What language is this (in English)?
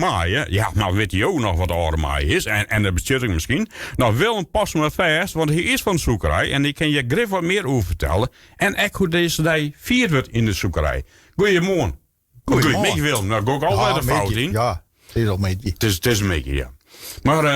Western Frisian